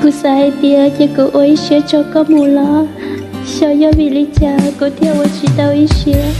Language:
Hmong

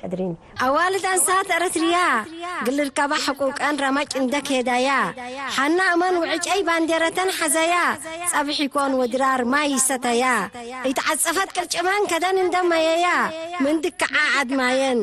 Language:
Tigre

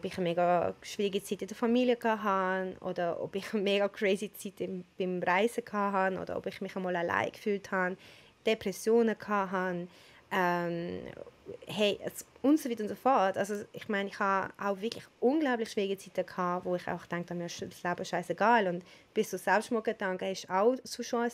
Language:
Swiss German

